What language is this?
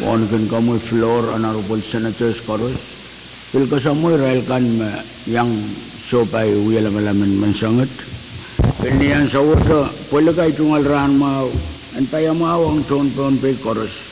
Pohnpeian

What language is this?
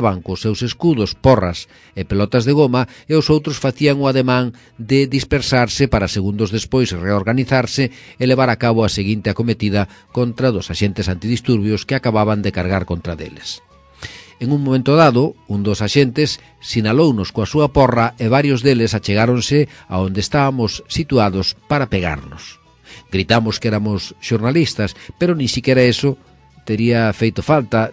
Galician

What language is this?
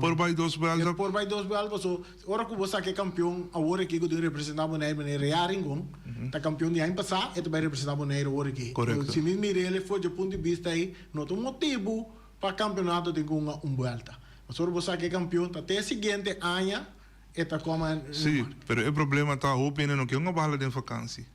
Papiamento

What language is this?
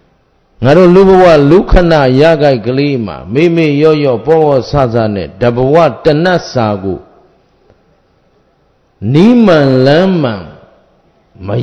Burmese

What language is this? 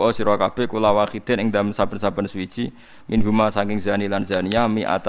Javanese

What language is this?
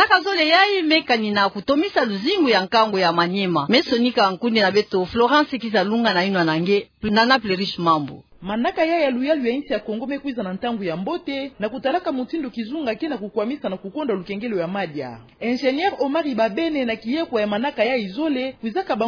Kituba (Democratic Republic of Congo)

